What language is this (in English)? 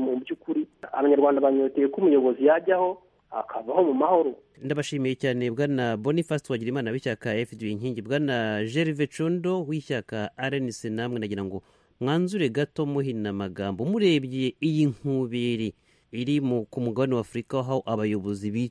Kinyarwanda